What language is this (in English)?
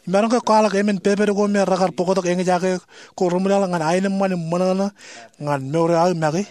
Marshallese